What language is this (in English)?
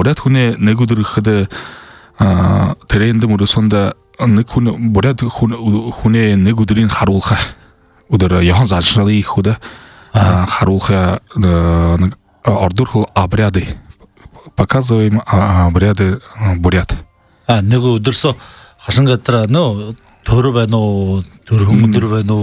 Buriat